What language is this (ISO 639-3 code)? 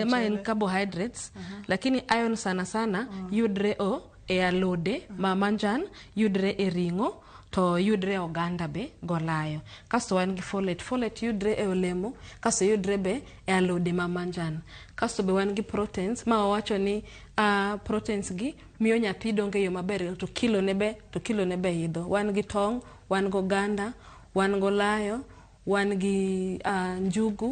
luo